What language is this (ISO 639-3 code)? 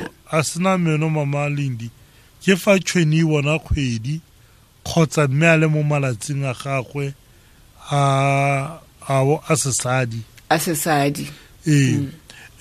tsn